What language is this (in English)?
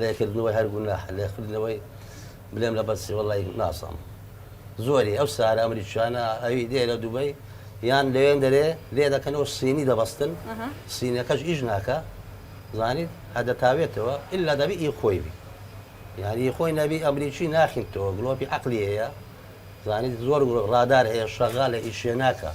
Central Kurdish